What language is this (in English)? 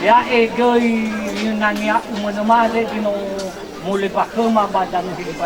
Nias